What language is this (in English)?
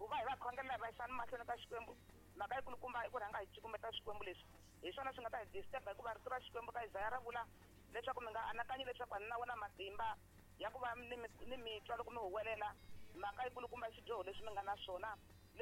Tsonga